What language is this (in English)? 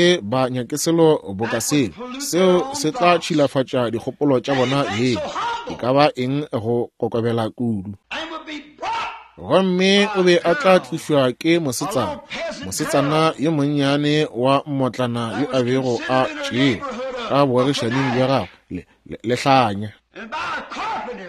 Northern Sotho